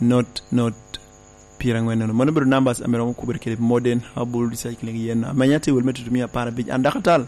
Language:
Lango (Uganda)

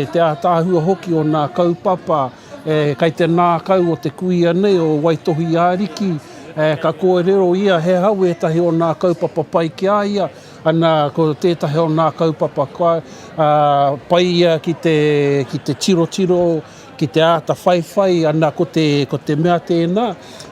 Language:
Māori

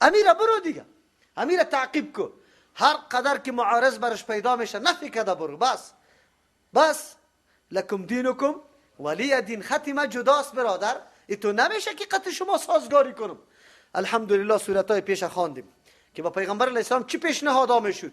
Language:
Persian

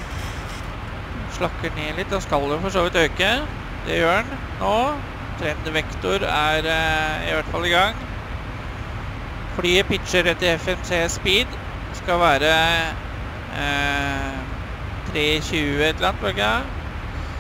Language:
Norwegian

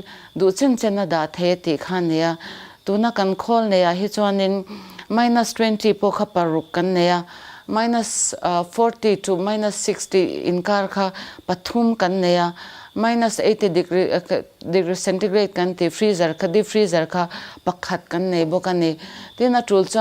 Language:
Mizo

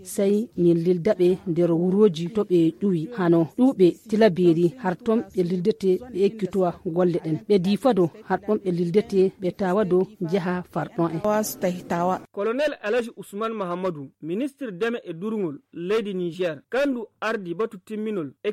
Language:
Nigerian Fulfulde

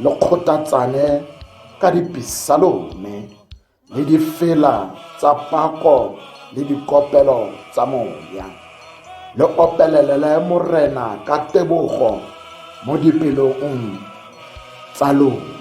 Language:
Tswana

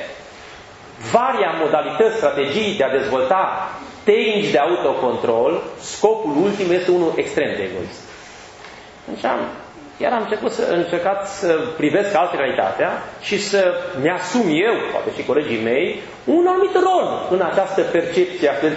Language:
Romanian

